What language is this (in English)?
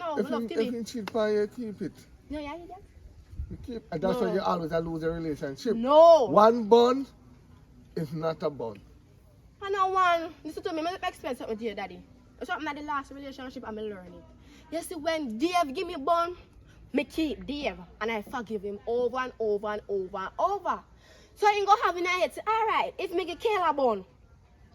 Jamaican Creole English